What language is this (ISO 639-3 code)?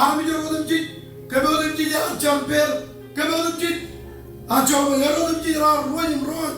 mah